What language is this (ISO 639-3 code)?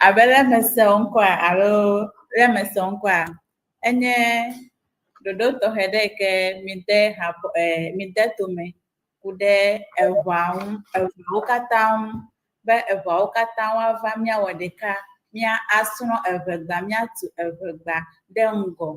ewe